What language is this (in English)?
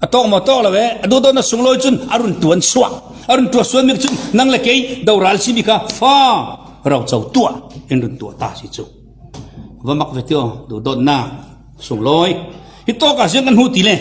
Falam Chin